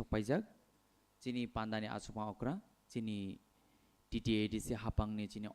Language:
Kok Borok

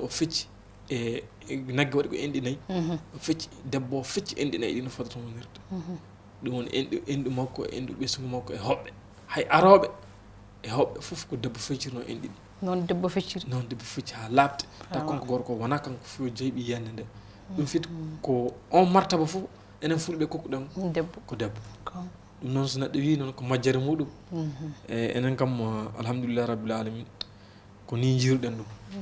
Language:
Fula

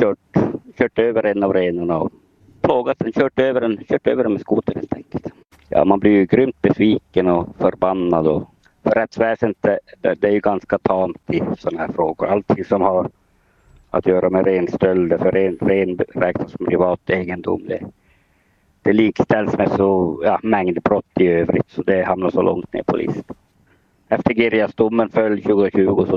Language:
Swedish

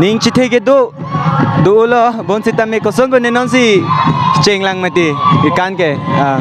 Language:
Karbi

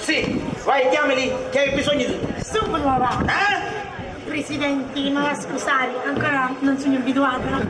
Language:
Sicilian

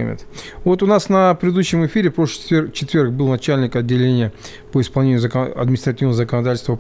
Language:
Russian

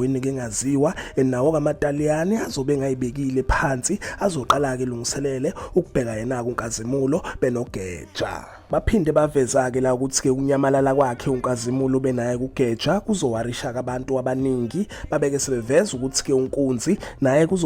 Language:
Zulu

